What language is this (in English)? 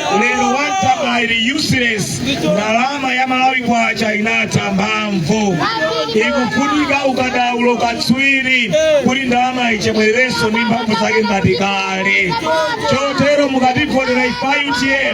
Nyanja